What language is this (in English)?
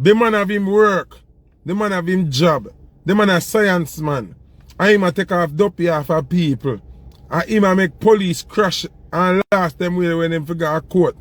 Jamaican Creole English